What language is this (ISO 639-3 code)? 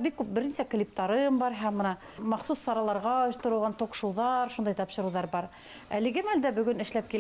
bak